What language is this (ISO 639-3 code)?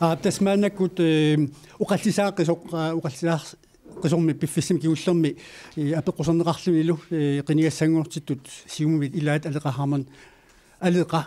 kal